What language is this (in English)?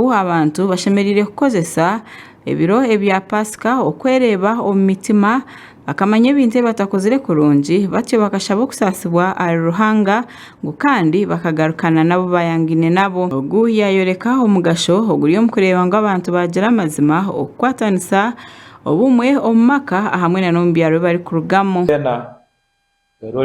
Nyankole